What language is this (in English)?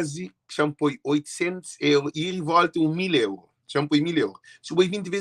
Kabuverdianu